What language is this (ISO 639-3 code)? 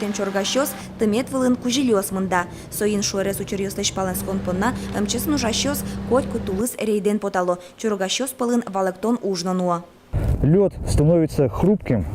udm